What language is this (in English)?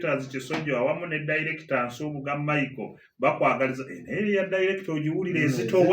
Ganda